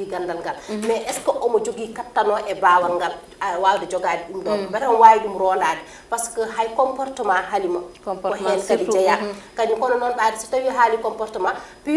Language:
Fula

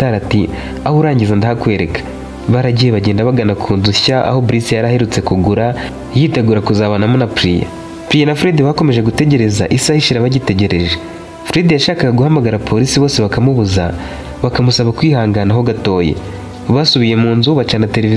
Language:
Kinyarwanda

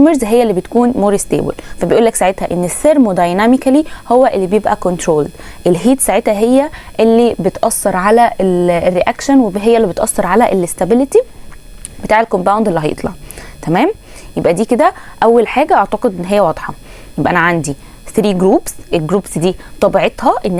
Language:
Egyptian Arabic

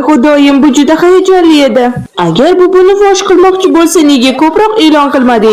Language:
Uzbek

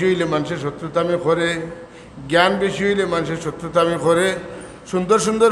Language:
Sylheti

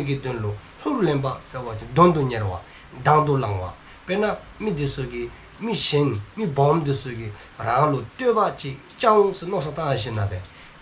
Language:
Dzongkha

